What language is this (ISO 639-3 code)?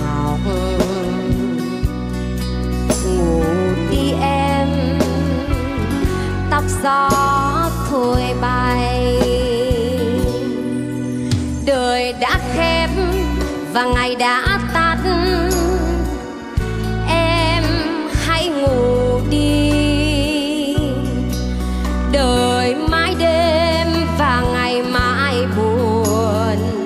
vie